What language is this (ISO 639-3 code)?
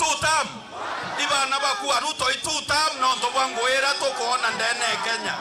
mer